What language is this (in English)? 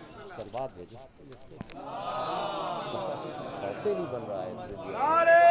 Urdu